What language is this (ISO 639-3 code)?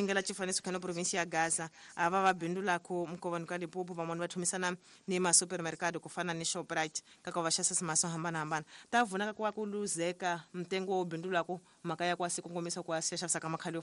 tso